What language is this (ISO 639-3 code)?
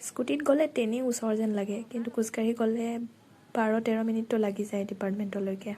asm